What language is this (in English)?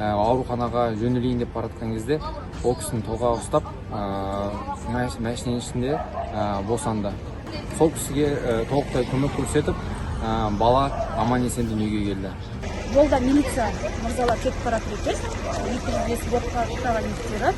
Kazakh